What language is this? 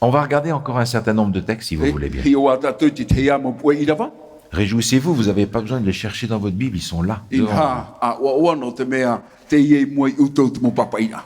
Tahitian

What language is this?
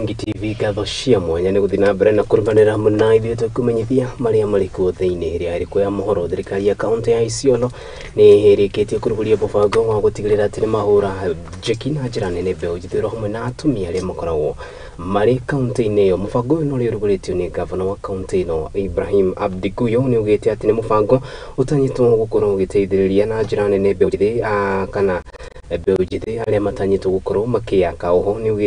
Kikuyu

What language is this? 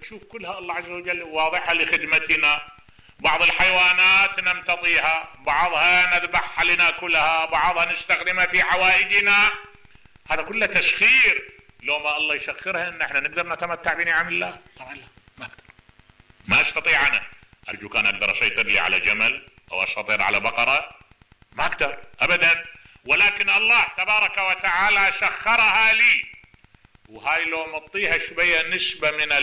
Mesopotamian Arabic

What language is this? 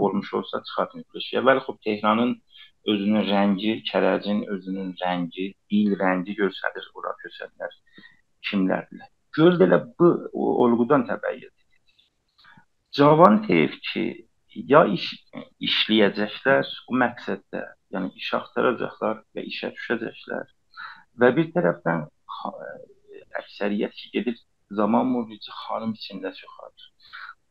South Azerbaijani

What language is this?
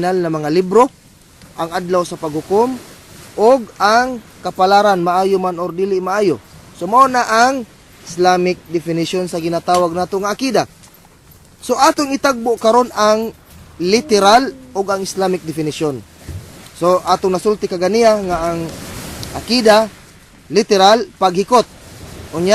Cebuano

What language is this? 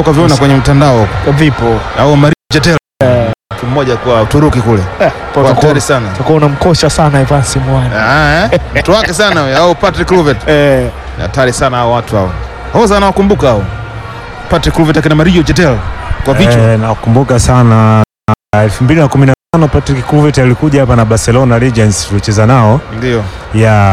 Swahili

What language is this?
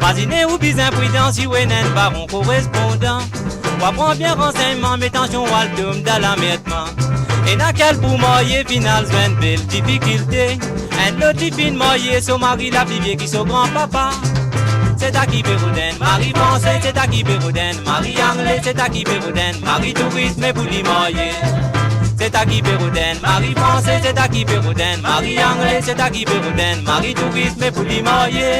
Morisyen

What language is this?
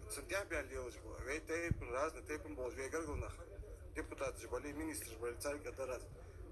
Ingush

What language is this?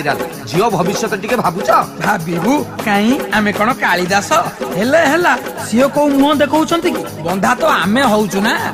Odia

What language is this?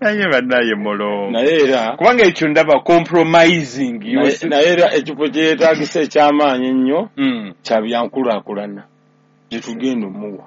Ganda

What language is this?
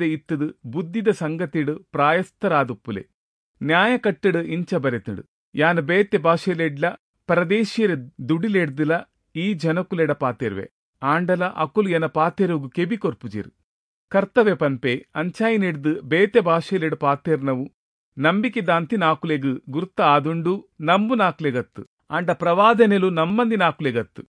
Tulu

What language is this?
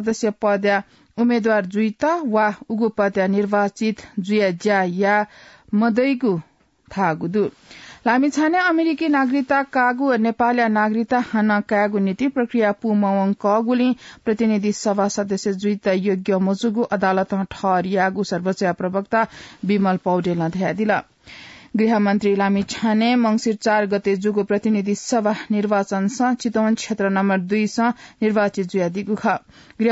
Newari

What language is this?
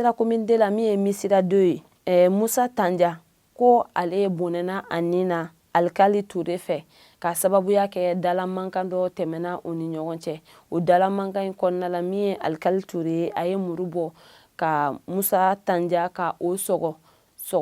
Bambara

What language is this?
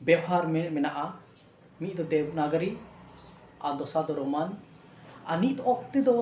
Santali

